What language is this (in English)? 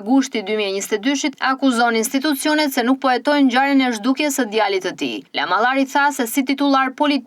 Albanian